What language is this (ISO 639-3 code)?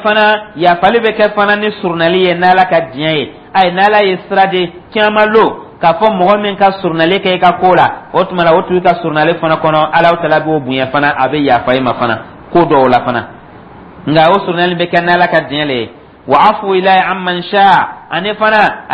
dyu